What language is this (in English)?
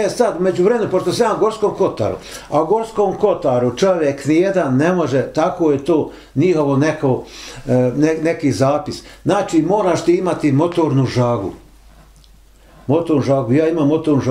Bosnian